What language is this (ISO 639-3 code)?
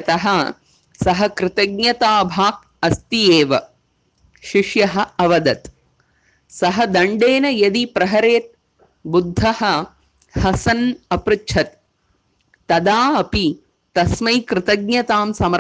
san